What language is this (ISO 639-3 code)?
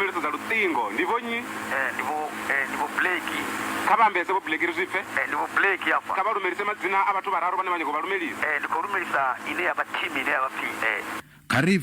ven